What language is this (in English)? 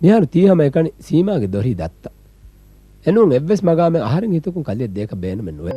Divehi